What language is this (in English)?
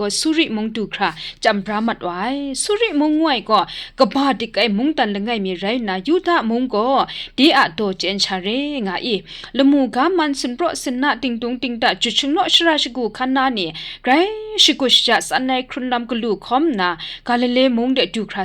Kachin